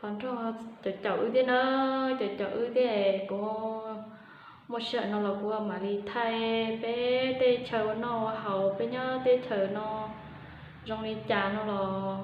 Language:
Hmong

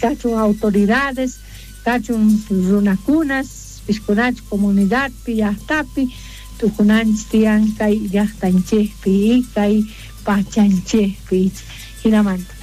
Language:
South Bolivian Quechua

